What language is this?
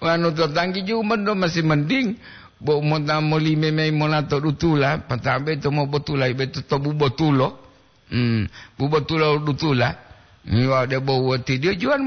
Gorontalo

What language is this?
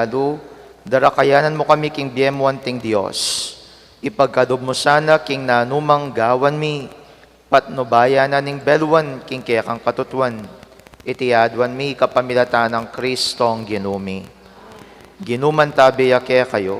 Pampanga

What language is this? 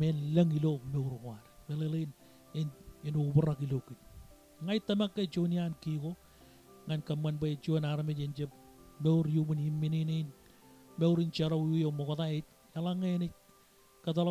Marshallese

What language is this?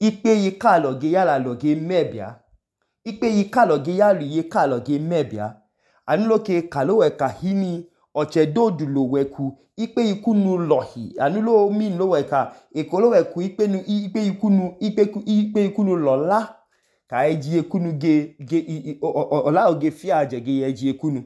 Idoma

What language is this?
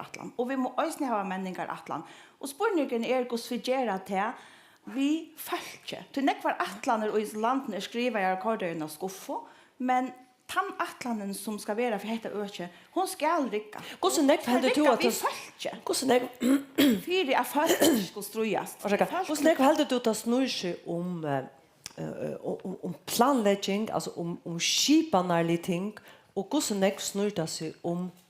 Faroese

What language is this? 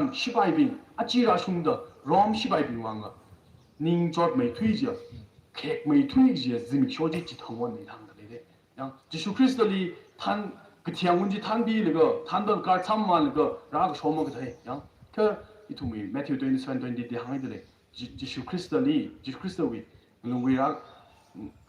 Tangkhul Naga (India)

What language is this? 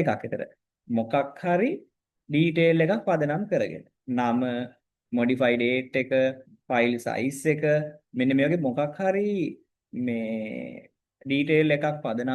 Sinhala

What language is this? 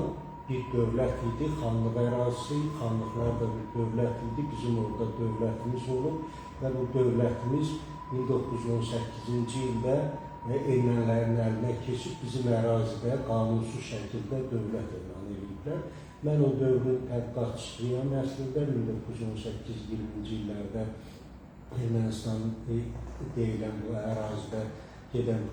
Azerbaijani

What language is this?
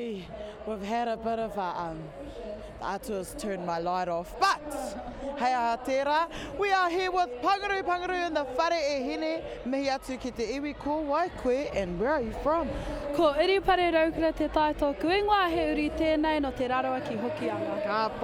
Māori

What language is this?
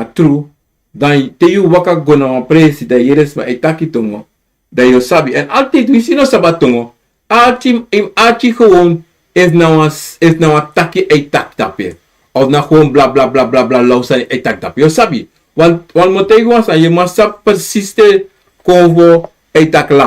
Sranan Tongo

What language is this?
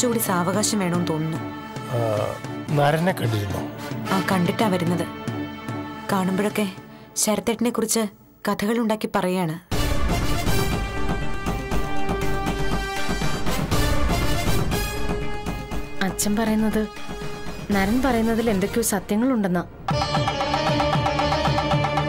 Malayalam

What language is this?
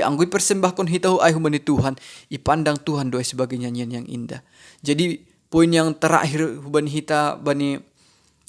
Batak Simalungun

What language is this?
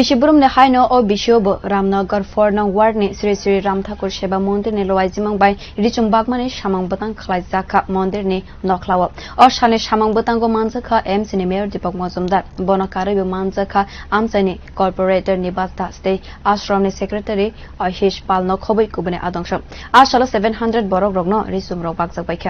Kok Borok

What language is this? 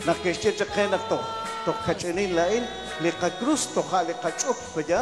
Kekchí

